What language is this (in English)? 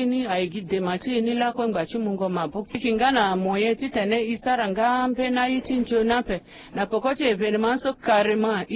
Sango